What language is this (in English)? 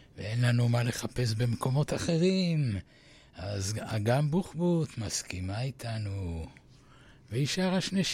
Hebrew